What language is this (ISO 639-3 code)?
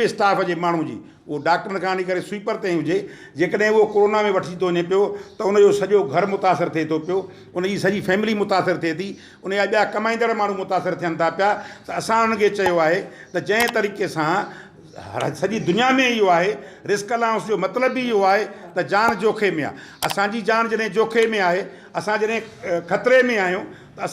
snd